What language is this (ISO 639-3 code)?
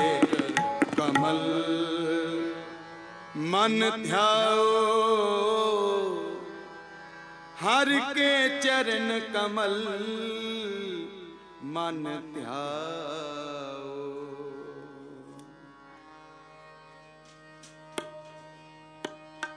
pan